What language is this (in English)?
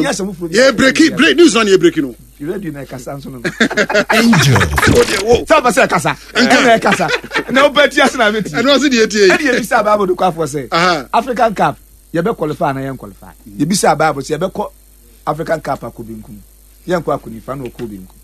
Akan